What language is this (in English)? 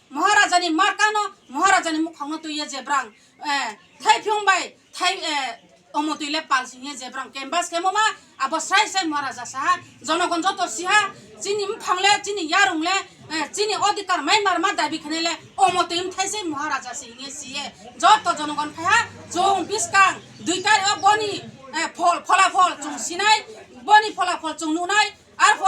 Riang (India)